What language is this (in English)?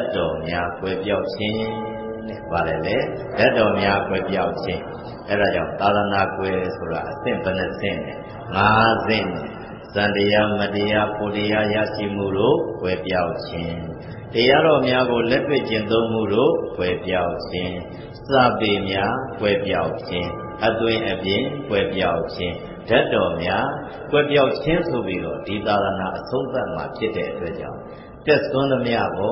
Burmese